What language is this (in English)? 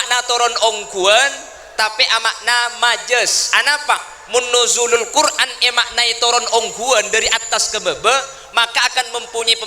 Madurese